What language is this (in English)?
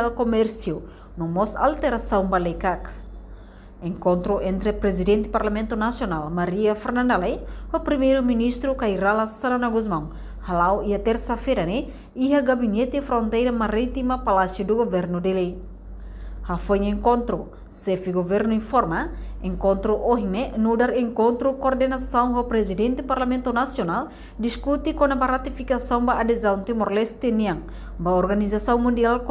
Tetum